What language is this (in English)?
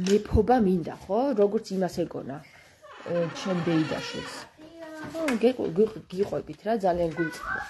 Georgian